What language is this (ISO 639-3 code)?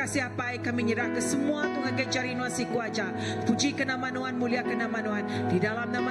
iba